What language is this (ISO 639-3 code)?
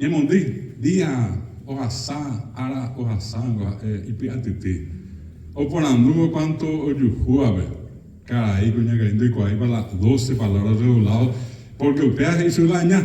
grn